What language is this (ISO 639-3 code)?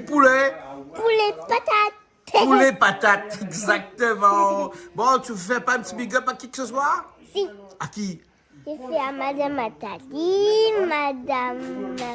rcf